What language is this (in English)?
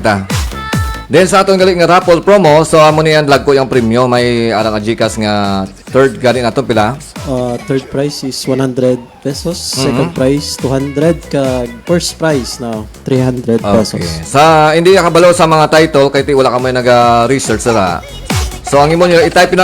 Hiligaynon